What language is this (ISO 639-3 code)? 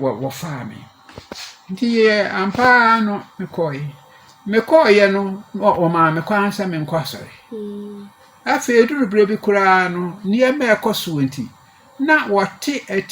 aka